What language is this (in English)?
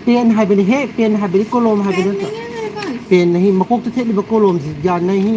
Manipuri